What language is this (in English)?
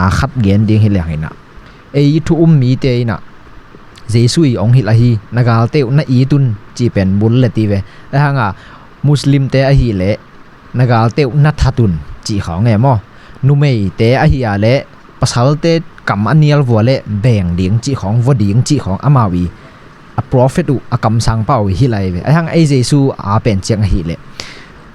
Tedim Chin